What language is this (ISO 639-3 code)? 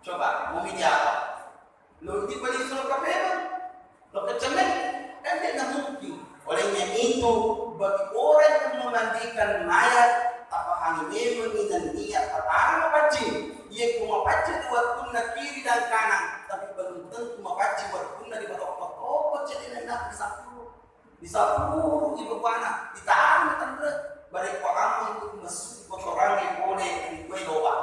bug